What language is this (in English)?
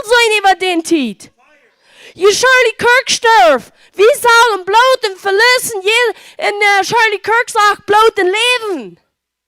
Plautdietsch